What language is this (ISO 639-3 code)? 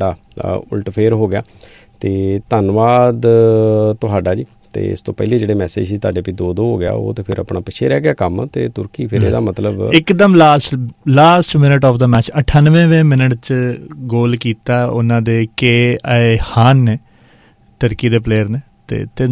pan